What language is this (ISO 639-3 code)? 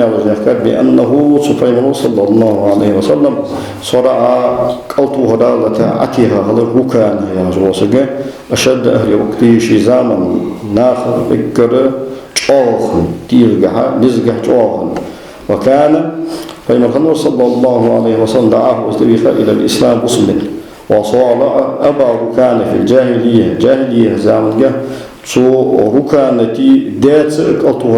inh